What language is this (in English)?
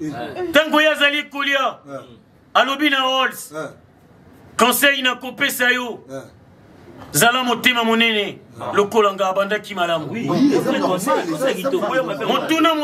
Lingala